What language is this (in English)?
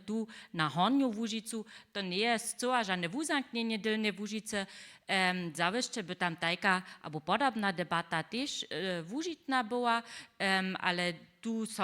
Upper Sorbian